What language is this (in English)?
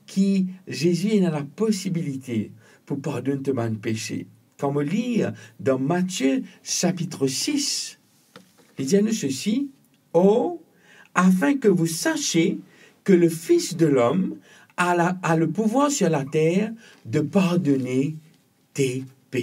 Morisyen